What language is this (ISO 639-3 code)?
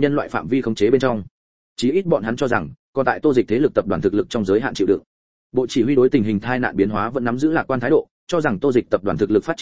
vie